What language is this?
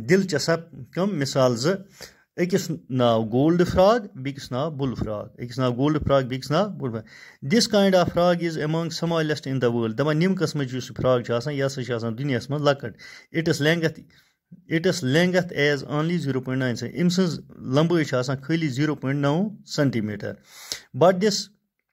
Kashmiri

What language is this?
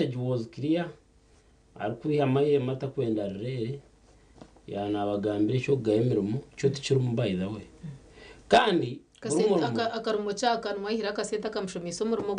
Nyankole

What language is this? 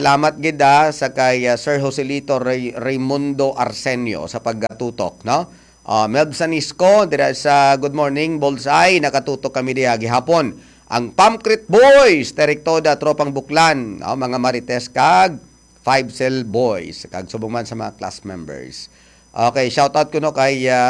Hiligaynon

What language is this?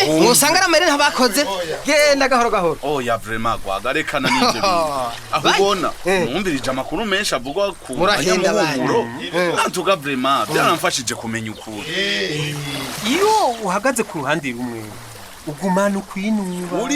Rundi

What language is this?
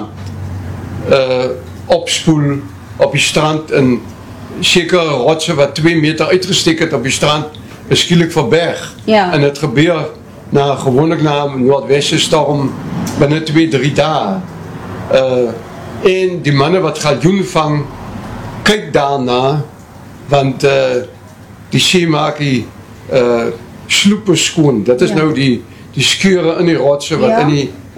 Afrikaans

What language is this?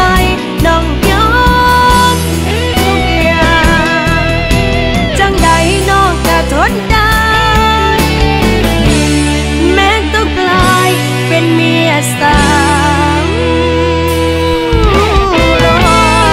Thai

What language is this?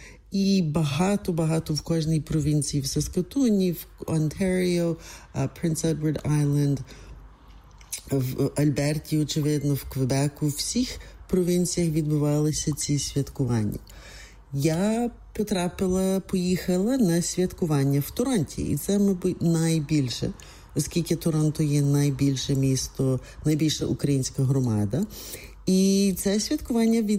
Ukrainian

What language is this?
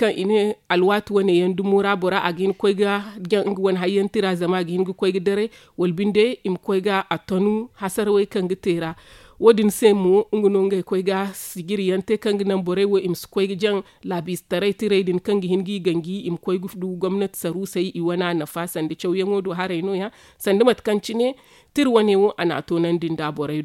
Zarma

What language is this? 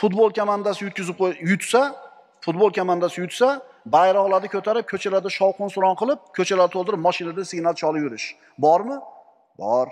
Uzbek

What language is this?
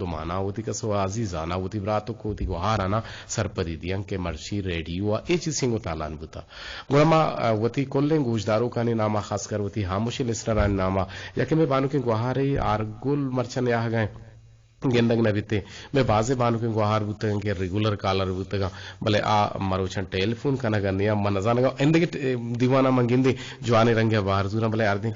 Eastern Balochi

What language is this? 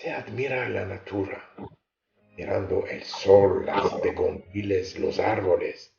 Ladino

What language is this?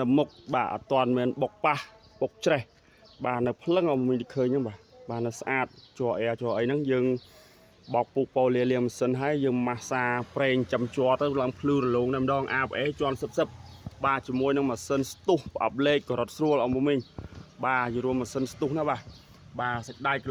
Khmer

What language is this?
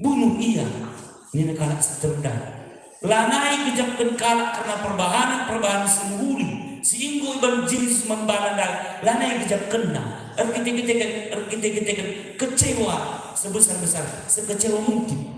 Batak Karo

